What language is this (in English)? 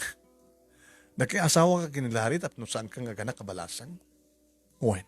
Iloko